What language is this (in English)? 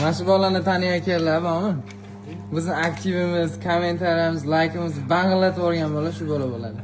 Uzbek